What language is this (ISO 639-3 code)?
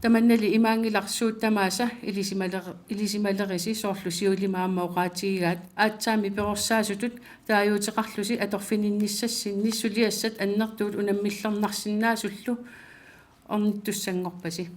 kal